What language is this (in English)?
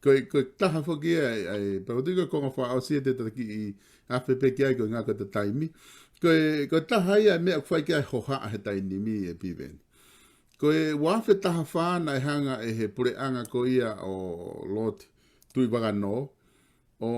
Tongan